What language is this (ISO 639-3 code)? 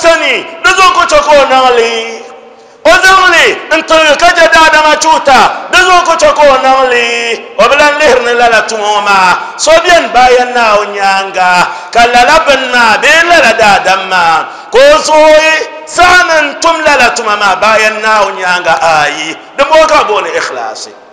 dag